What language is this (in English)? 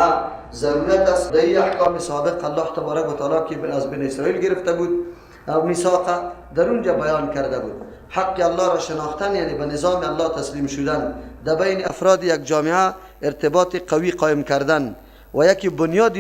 Persian